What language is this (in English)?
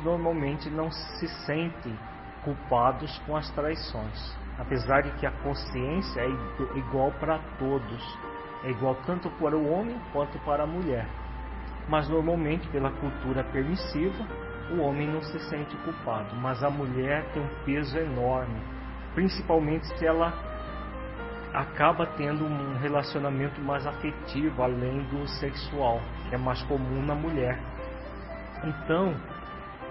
Portuguese